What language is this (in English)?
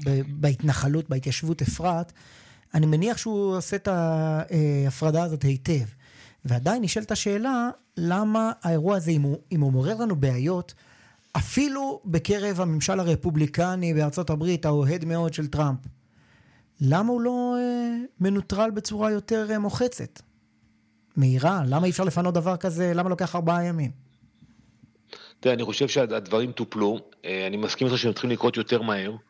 Hebrew